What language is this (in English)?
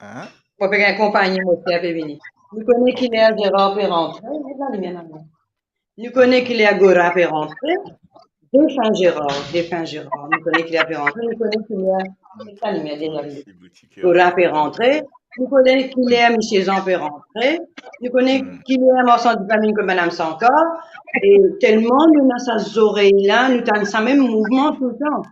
Morisyen